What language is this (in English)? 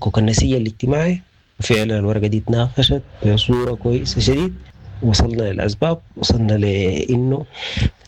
Sudanese Arabic